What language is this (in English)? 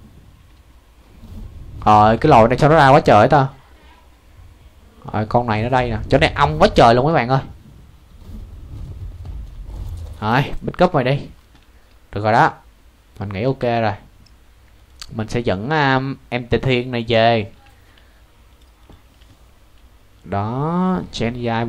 Vietnamese